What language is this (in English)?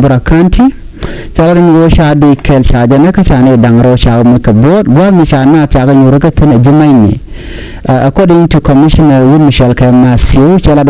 Nuer